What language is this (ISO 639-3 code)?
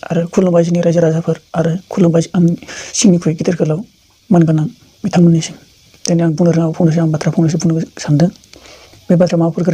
brx